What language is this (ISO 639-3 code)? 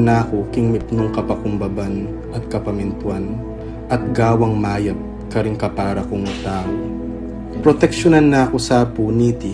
pam